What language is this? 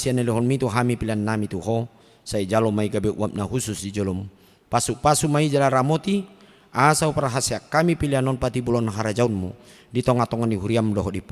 Batak Toba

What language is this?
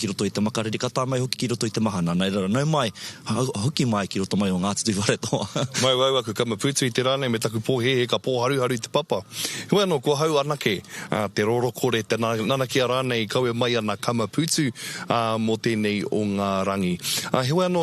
Māori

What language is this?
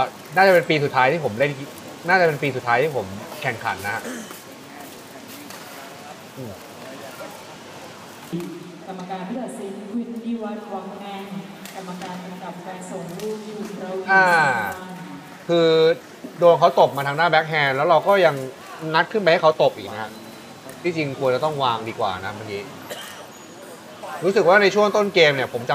Thai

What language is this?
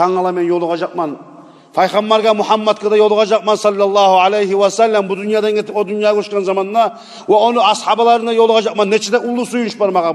Kumyk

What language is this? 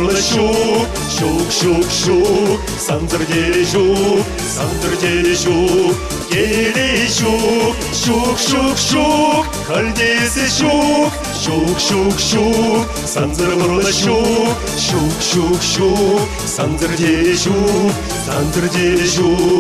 Chuvash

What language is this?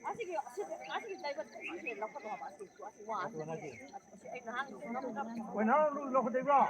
Manipuri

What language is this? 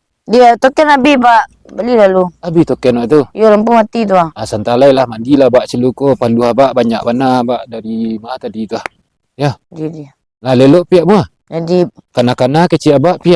Minangkabau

